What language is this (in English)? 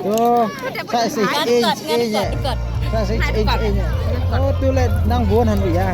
Khasi